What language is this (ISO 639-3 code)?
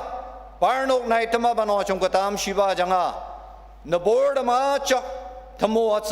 njo